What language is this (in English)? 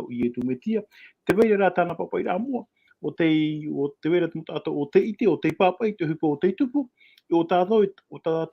Tahitian